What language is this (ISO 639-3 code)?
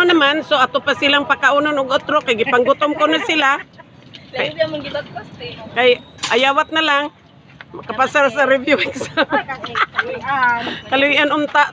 ceb